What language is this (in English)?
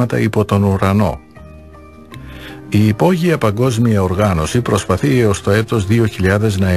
Greek